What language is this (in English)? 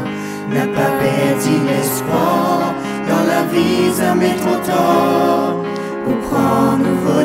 Morisyen